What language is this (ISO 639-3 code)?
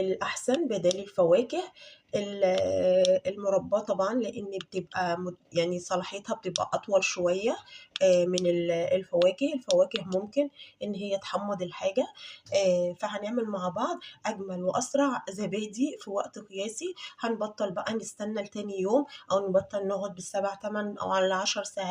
arz